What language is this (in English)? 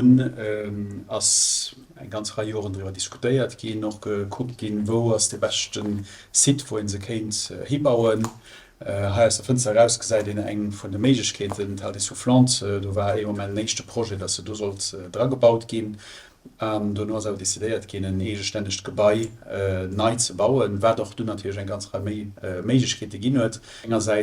Luxembourgish